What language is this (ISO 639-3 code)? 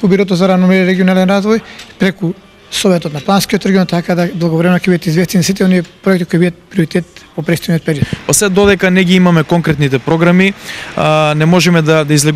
mkd